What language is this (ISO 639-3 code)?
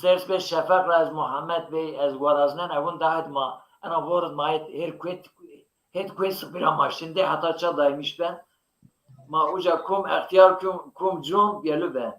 zza